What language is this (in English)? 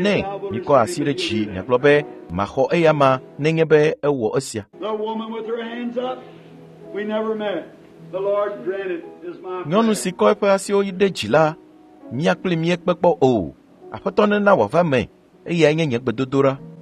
Ewe